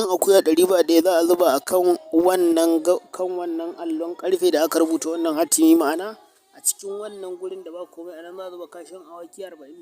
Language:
Hausa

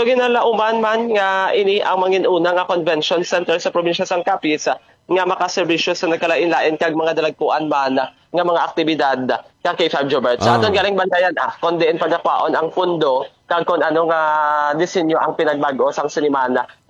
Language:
Hiligaynon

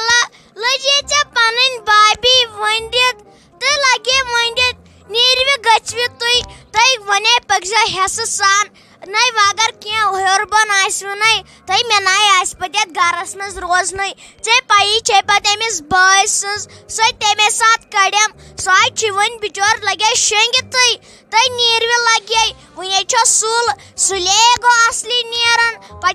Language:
Kashmiri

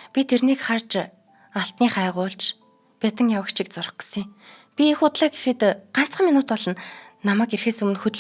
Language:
Mongolian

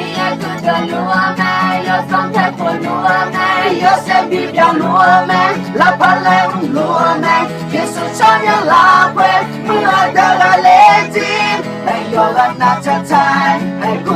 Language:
Akha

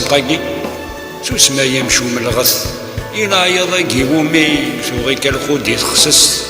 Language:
Kabyle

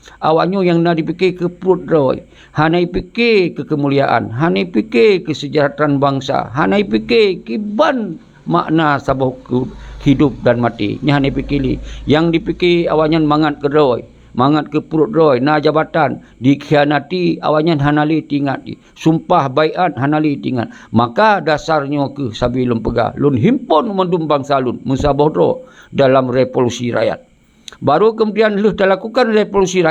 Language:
Achinese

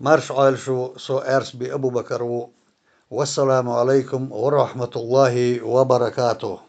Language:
Chechen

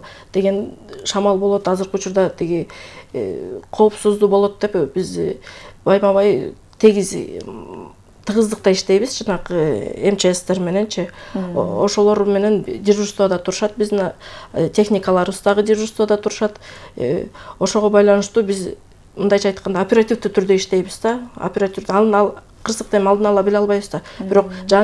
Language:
Kyrgyz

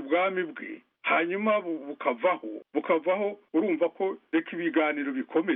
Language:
Kinyarwanda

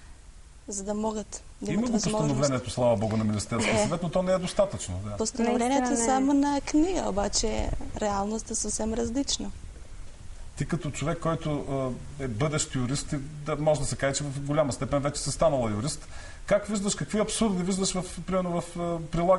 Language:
Bulgarian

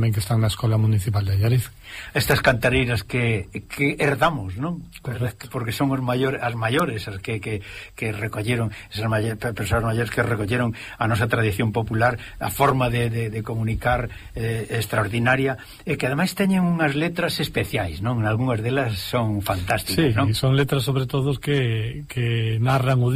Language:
Galician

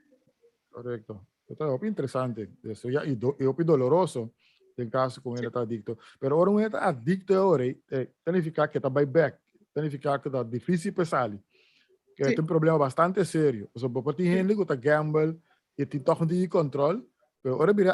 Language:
Papiamento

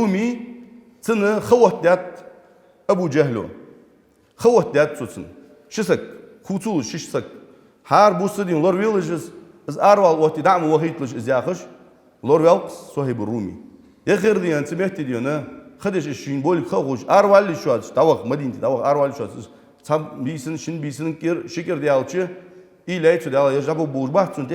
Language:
Ingush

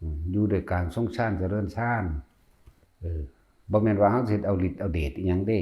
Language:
Northeastern Thai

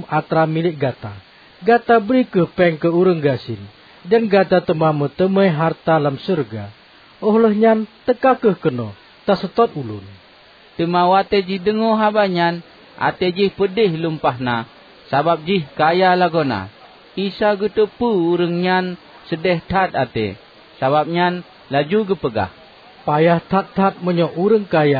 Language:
Achinese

